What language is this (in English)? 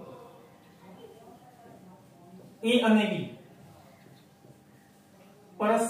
Gujarati